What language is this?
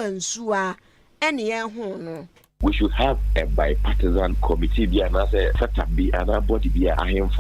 Akan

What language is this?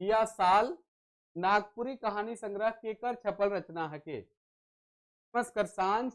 Sadri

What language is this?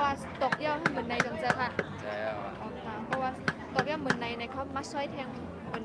Shan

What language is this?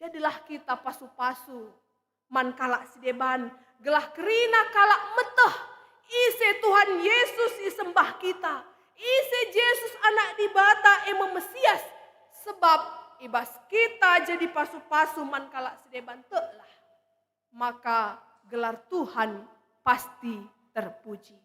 Batak Karo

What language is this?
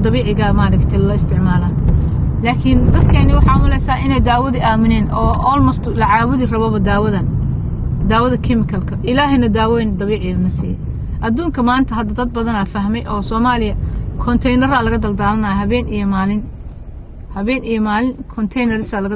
Somali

